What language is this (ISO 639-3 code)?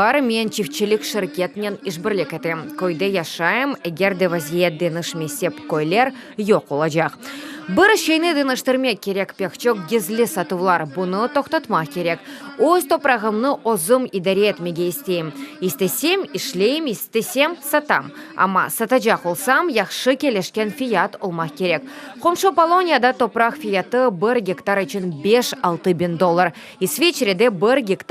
crh